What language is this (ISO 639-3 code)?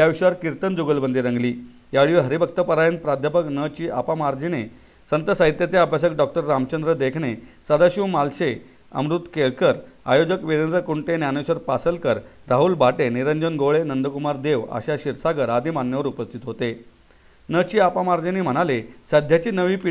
mar